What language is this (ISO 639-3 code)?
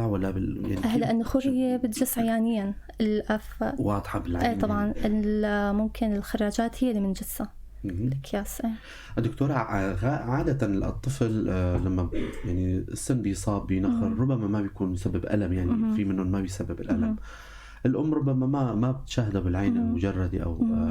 apc